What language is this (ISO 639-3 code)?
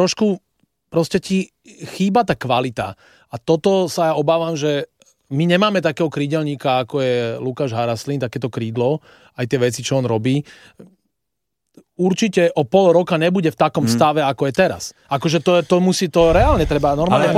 slk